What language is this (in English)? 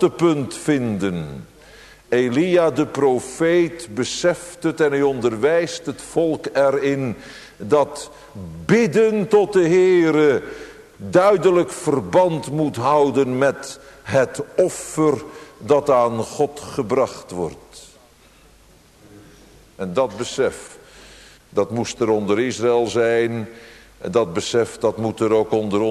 Dutch